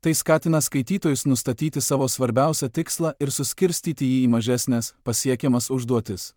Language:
Lithuanian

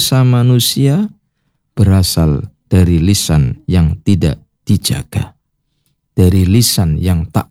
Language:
Indonesian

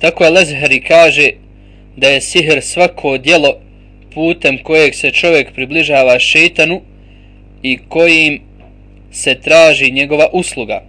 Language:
Bosnian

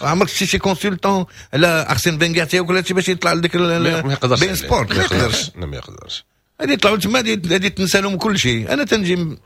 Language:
Moroccan Arabic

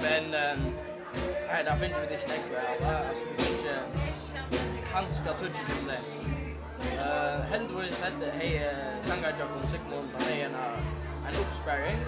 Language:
Faroese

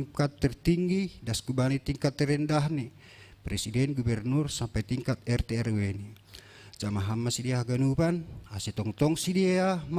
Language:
Batak Simalungun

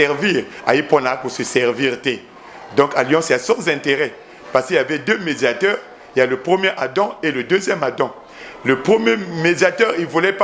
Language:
Lingala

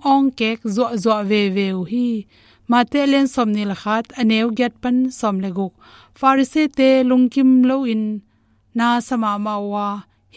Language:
Tedim Chin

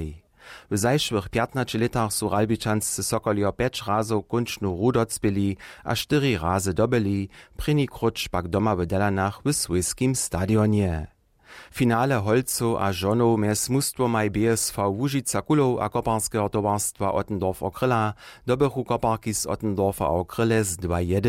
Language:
Upper Sorbian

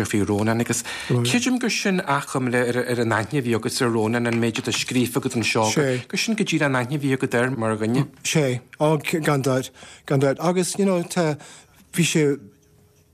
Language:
Irish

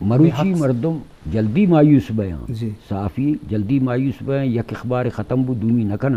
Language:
Eastern Balochi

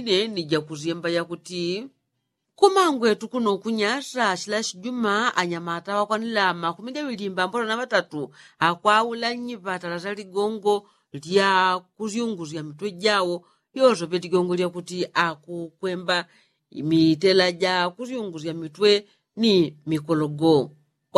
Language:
Yao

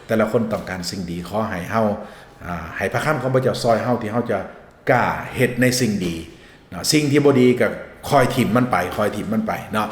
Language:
Lao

